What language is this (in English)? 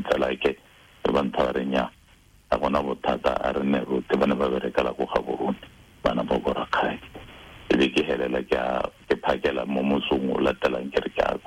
Tswana